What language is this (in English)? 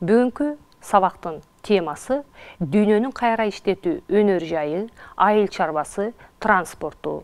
Kyrgyz